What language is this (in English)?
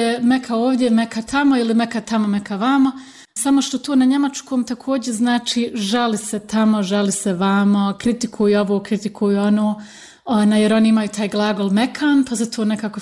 Bosnian